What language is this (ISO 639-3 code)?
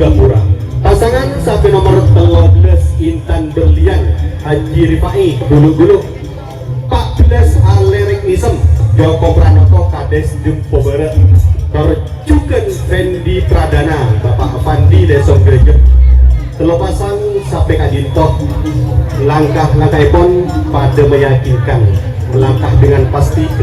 mad